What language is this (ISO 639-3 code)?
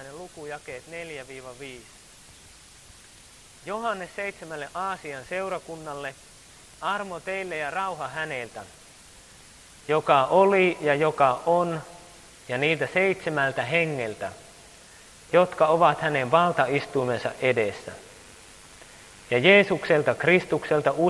fin